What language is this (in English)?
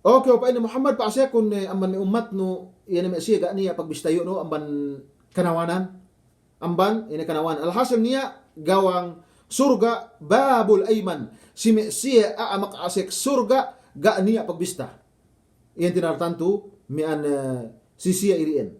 Yakan